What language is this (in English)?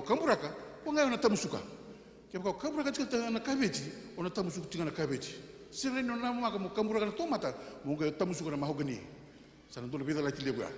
Fijian